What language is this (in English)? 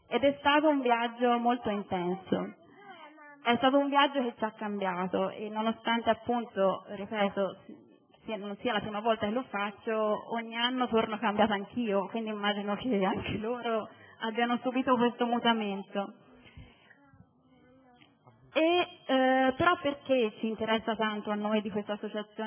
Italian